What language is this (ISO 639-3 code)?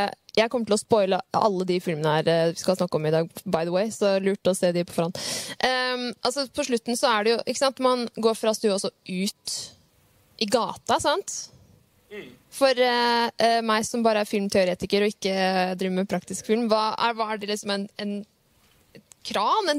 nor